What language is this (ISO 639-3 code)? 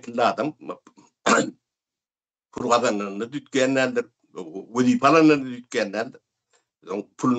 tuk